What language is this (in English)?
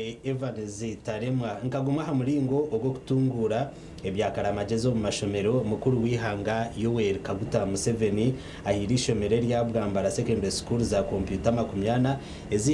Nyankole